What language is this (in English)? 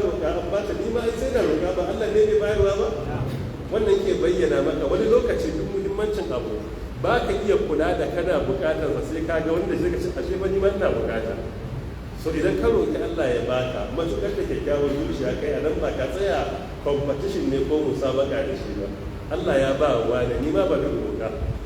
Hausa